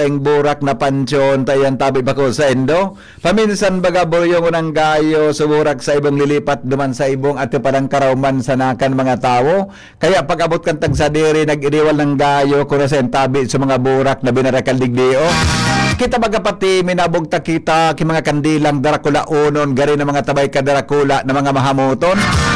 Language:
Bikol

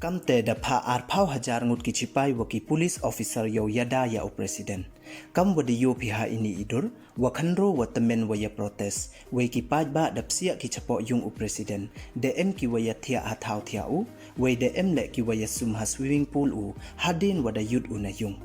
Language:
Pnar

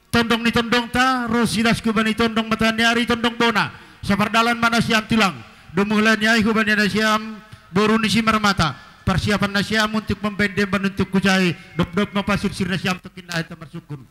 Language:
Batak Simalungun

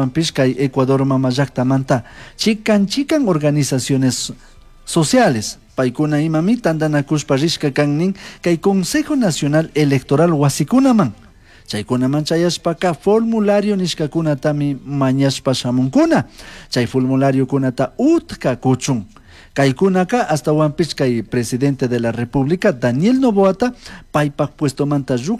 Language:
Chimborazo Highland Quichua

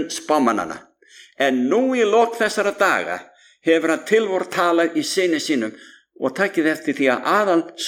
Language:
Icelandic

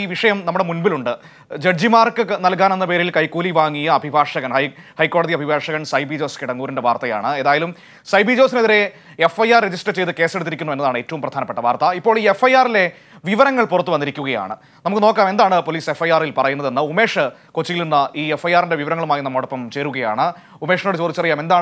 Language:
Malayalam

